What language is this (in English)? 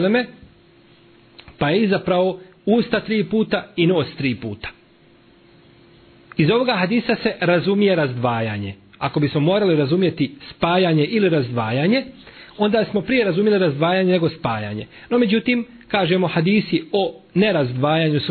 Bosnian